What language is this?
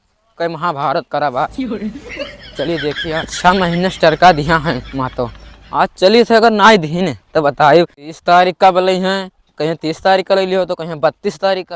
Awadhi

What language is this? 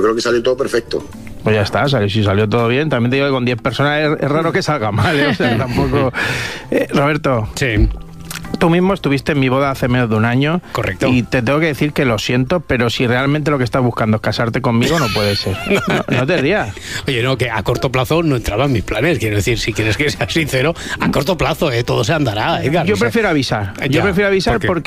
Spanish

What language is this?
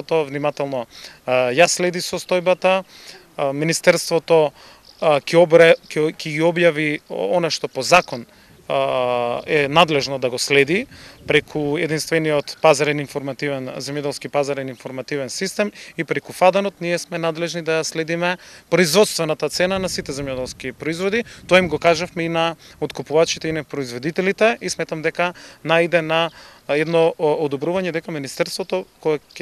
Macedonian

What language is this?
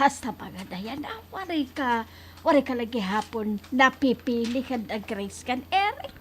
Waray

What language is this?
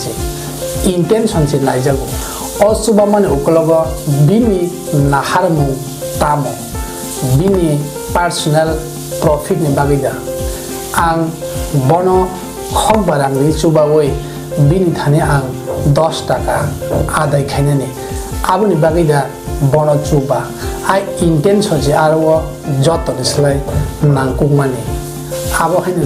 Kok Borok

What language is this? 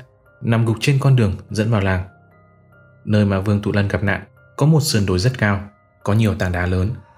Vietnamese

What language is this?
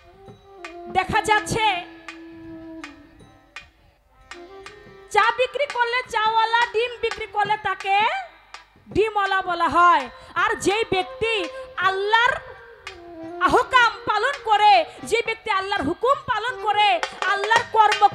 Bangla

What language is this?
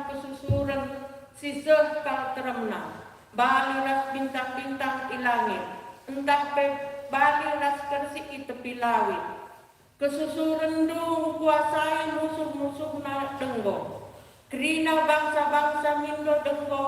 Batak Karo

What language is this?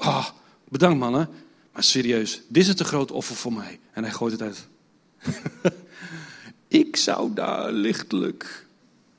Dutch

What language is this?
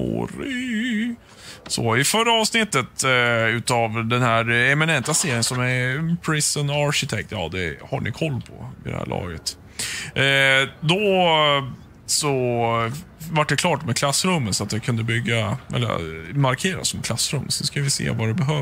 Swedish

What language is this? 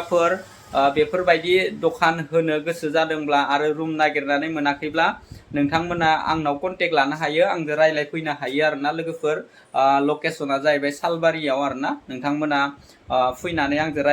Bodo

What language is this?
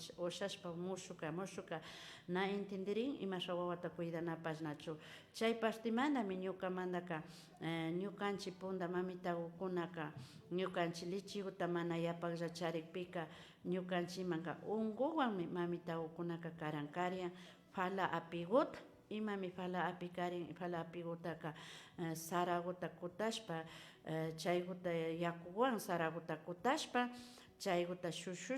Imbabura Highland Quichua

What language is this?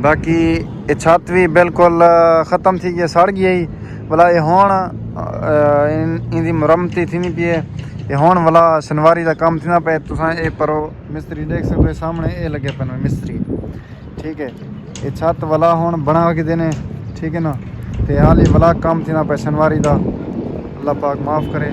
Saraiki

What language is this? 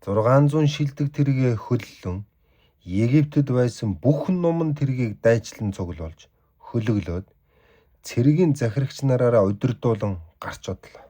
Mongolian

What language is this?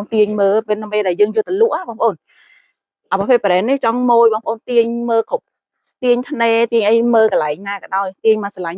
Khmer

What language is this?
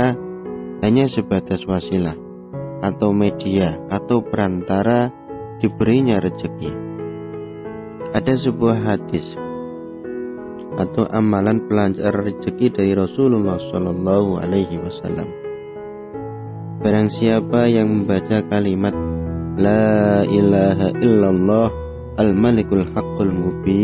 Indonesian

